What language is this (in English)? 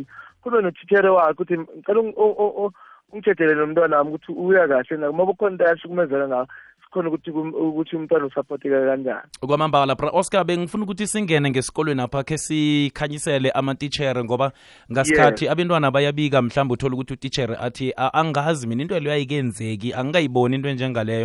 South Ndebele